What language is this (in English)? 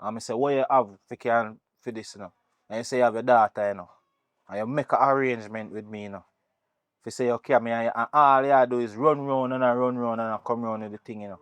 Jamaican Creole English